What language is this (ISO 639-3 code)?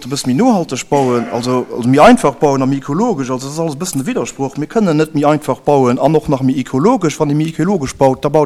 ltz